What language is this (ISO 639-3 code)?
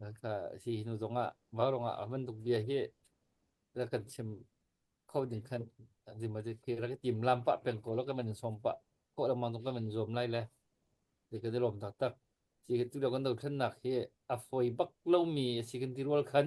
cnh